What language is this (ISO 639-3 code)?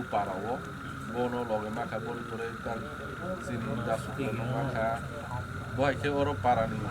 trp